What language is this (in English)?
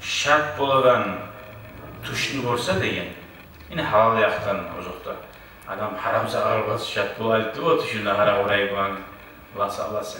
Kumyk